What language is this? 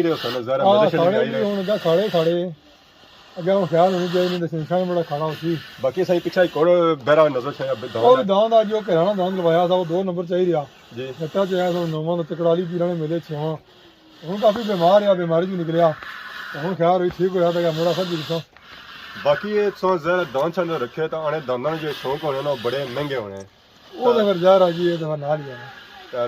Pahari-Potwari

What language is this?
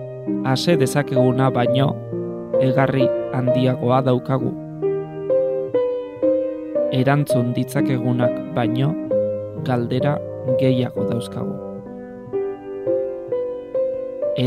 Basque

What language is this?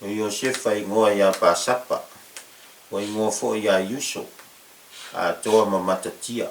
Samoan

